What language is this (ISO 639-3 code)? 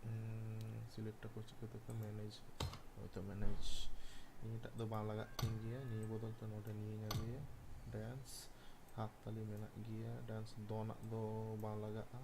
sat